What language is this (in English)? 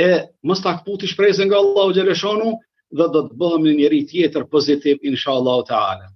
Albanian